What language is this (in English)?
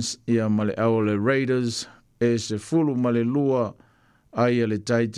Samoan